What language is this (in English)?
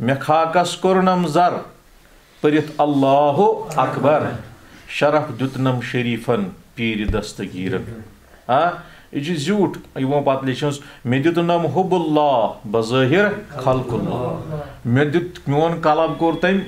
Kashmiri